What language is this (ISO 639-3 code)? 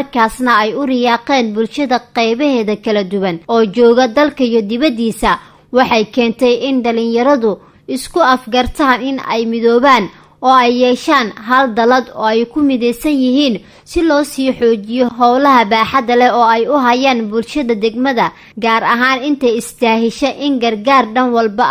som